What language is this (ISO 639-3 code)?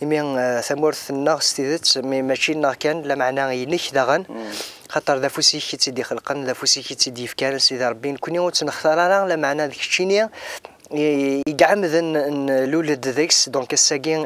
kab